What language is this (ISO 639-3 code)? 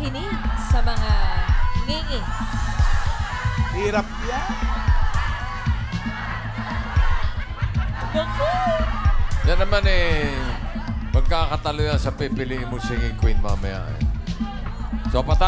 fil